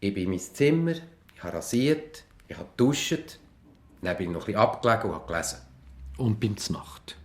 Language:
Swiss German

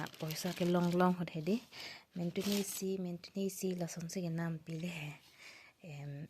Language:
Karbi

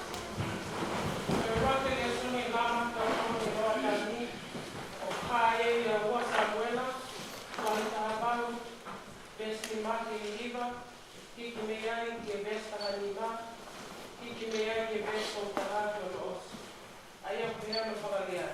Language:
Tongan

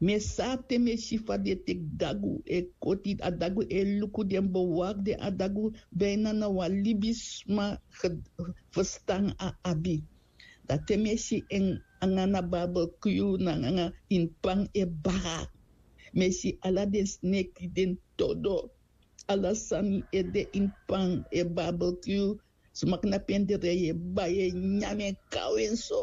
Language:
Sranan Tongo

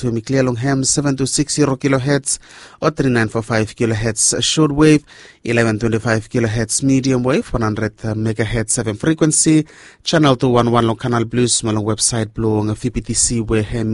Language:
Bislama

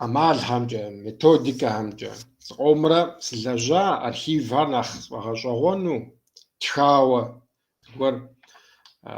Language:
Kabardian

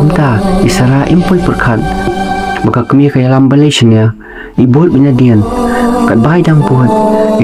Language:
Khasi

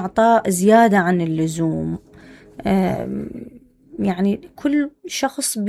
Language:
Mesopotamian Arabic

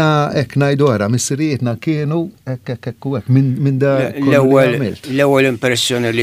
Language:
Maltese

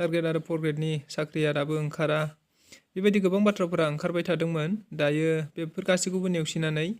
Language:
Bodo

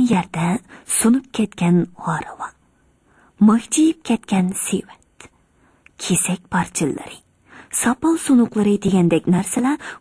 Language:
Uyghur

